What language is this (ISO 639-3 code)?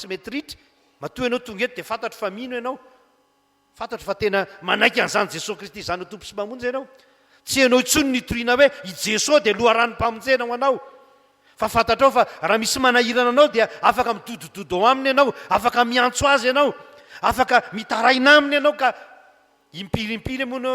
mlg